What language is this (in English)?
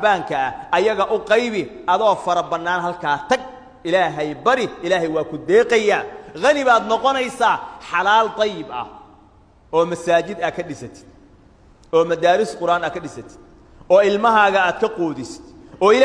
Somali